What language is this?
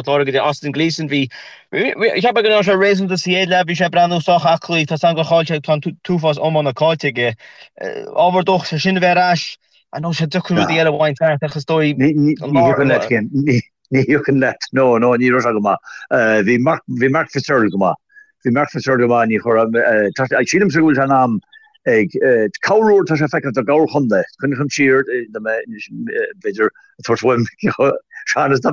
Irish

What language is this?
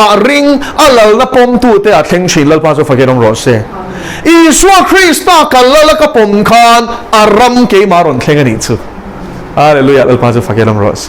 Mizo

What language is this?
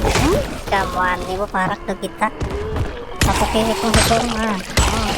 Banjar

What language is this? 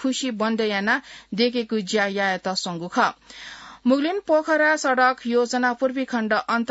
Newari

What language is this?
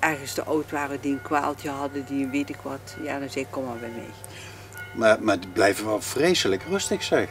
Limburgish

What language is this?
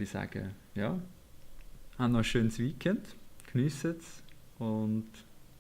Swiss German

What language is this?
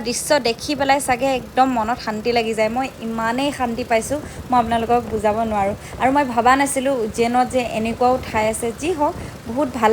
Assamese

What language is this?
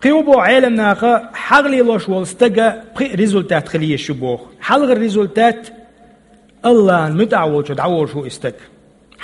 Chechen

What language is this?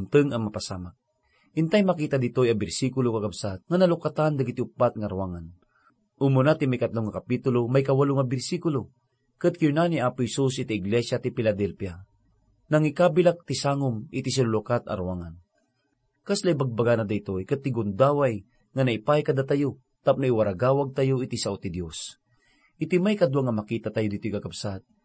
Iloko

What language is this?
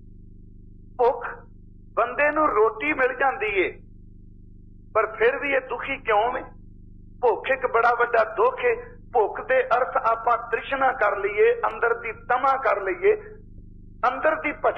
Punjabi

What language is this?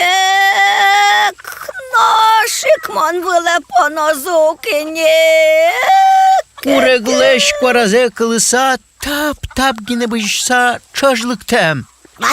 Udmurt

